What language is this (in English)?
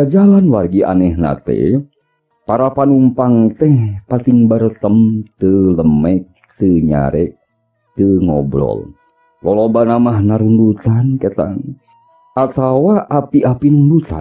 Sundanese